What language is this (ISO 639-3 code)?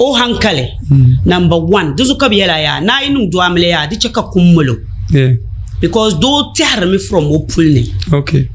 dag